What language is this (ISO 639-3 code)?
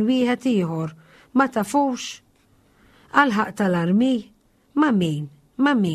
mlt